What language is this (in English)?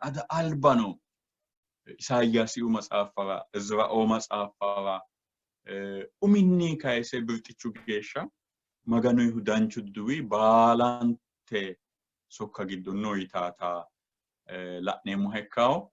Sidamo